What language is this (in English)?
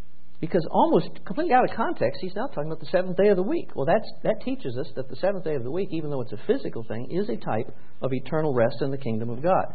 English